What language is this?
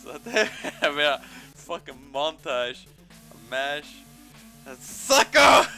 Faroese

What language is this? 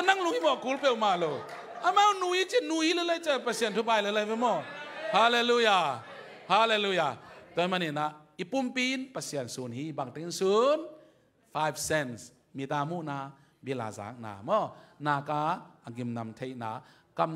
Tedim Chin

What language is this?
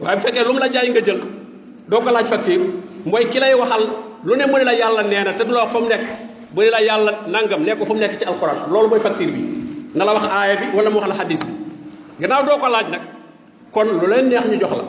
Wolof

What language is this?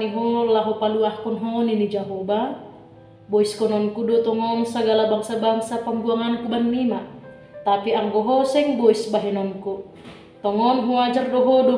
Batak Simalungun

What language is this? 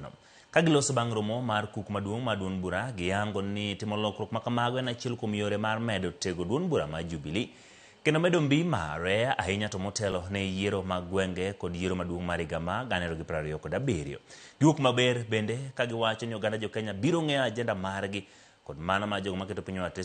Luo (Kenya and Tanzania)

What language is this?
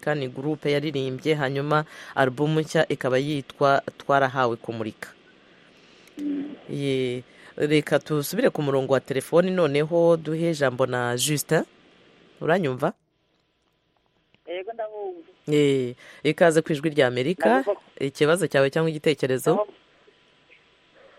Kinyarwanda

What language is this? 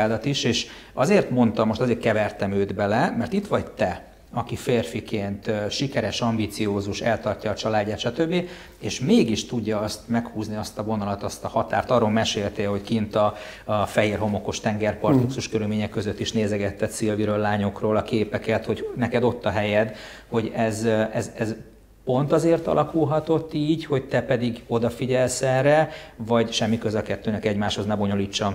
Hungarian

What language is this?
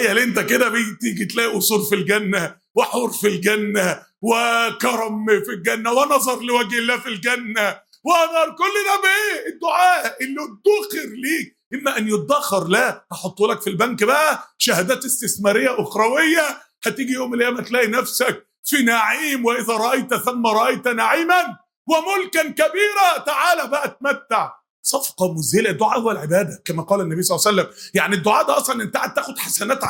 Egyptian Arabic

